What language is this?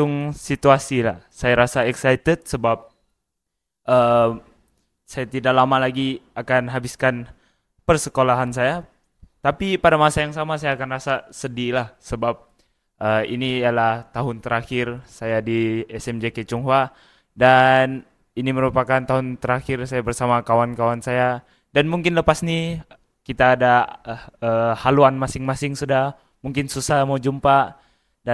Malay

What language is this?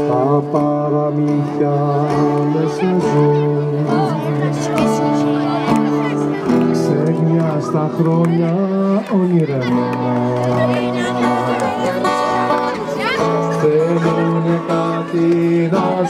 Greek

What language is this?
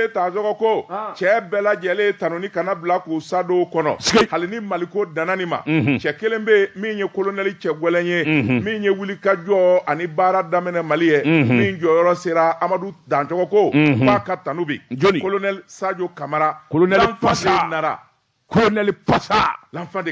Bambara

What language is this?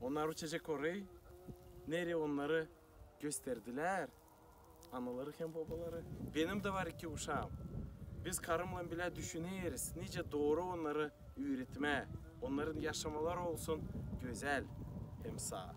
Gagauz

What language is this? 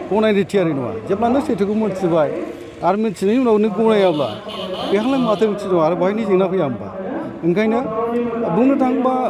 Bodo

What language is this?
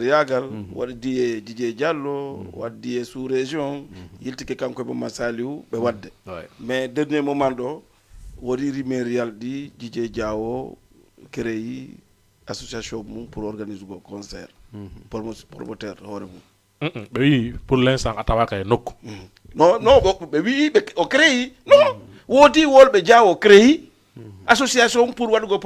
Fula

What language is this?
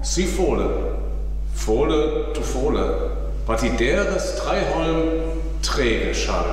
Northern Frisian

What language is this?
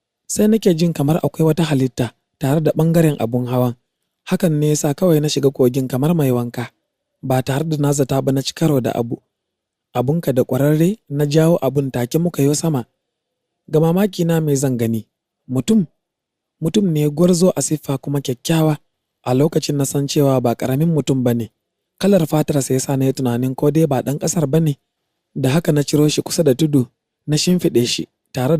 Hausa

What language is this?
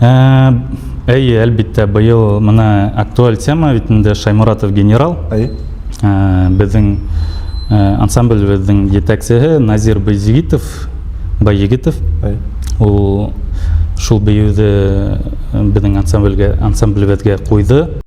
Bashkir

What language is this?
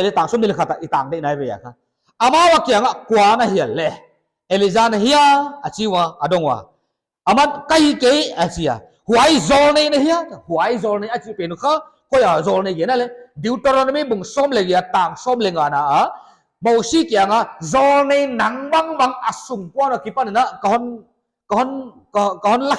Paite Chin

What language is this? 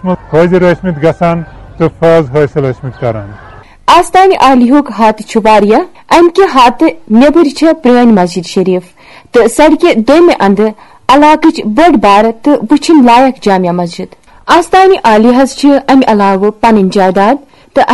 Kashmiri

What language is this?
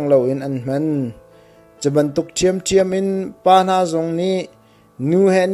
Hakha Chin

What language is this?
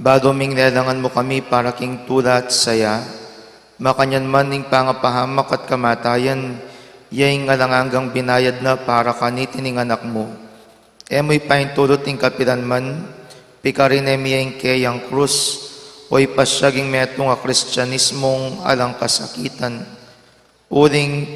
Pampanga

